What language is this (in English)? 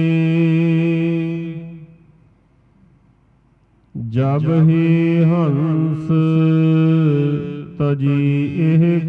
Punjabi